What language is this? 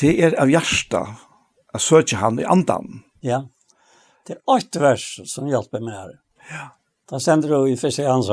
Faroese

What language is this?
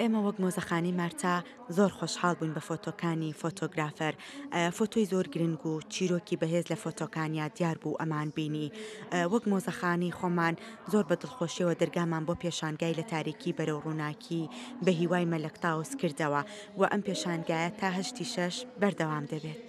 Central Kurdish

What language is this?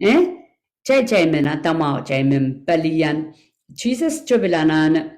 Pohnpeian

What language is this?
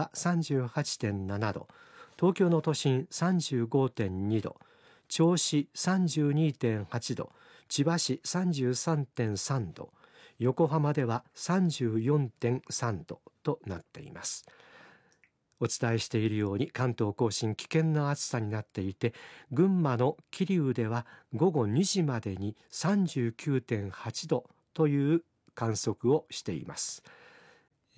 Japanese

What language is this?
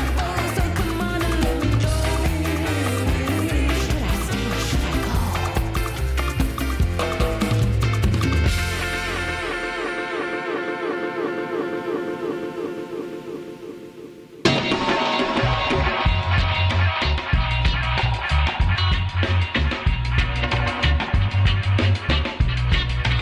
English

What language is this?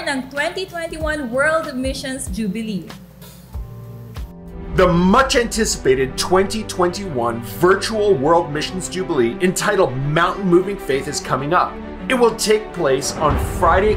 Filipino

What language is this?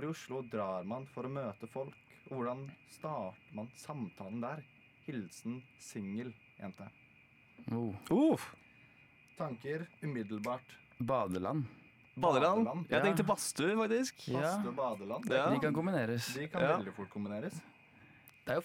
Norwegian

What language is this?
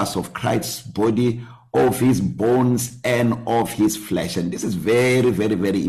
English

